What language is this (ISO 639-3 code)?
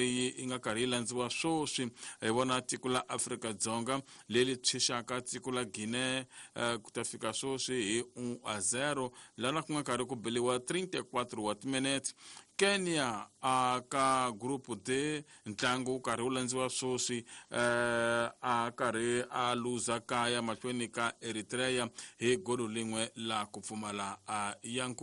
tso